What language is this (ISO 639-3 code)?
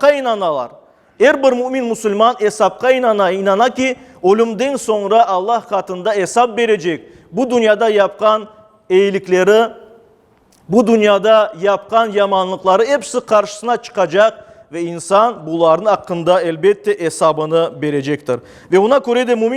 crh